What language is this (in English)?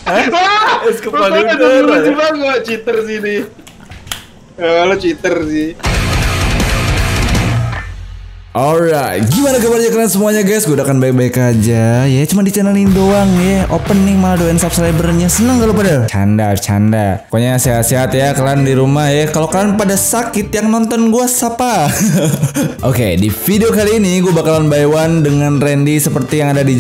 Indonesian